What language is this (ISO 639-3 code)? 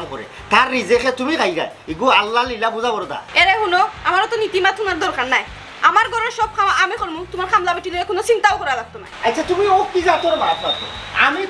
syl